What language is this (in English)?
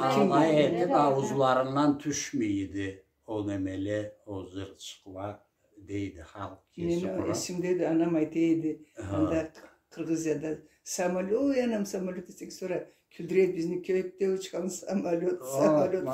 Karachay-Balkar